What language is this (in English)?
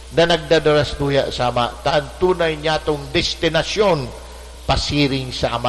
Bikol